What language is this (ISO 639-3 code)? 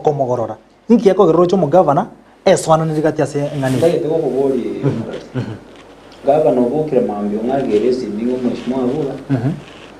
guz